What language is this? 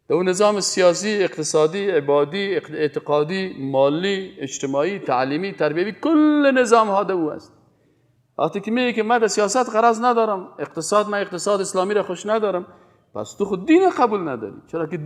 Persian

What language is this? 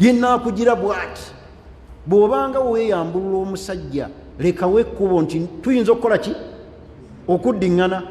Ganda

